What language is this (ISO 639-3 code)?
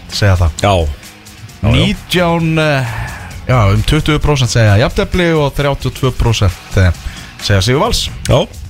isl